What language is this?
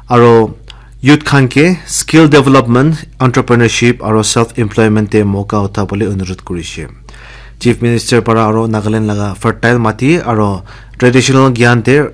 Naga Pidgin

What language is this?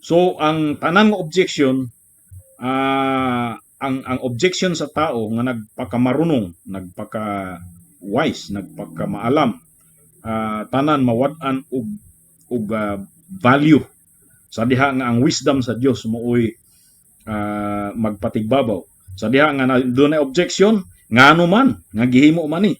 Cebuano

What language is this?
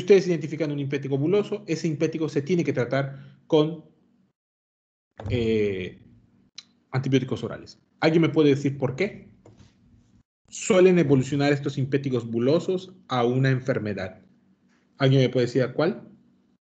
Spanish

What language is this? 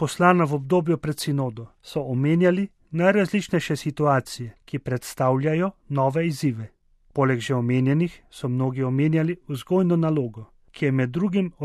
Slovenian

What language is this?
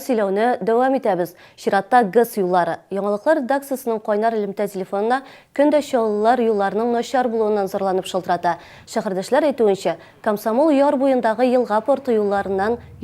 Tatar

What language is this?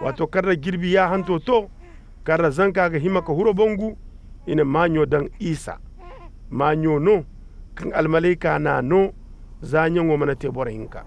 Koyraboro Senni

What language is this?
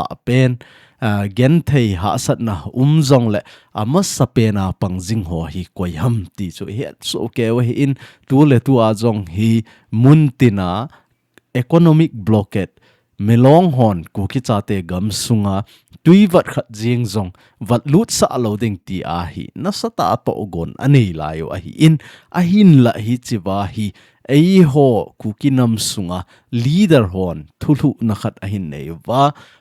Thado Chin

